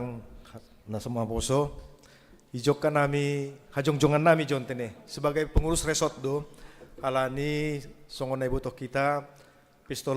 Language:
Batak Simalungun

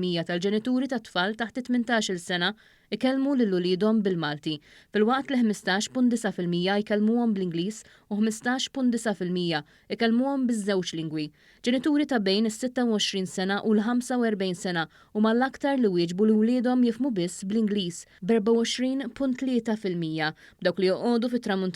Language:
Maltese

